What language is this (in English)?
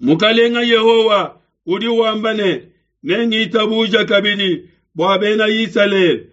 Luba-Lulua